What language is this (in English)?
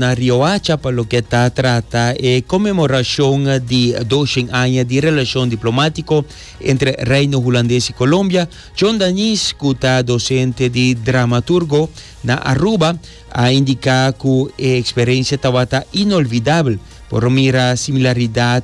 Papiamento